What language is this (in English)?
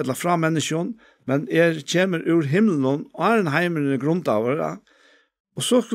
Faroese